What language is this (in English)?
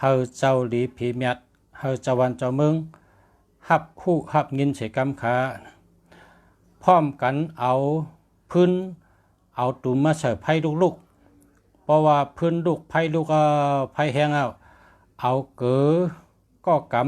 Shan